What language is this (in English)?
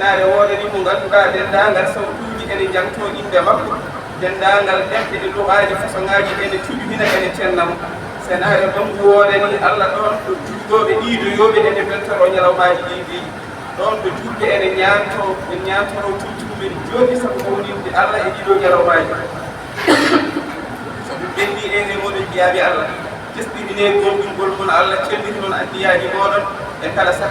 Fula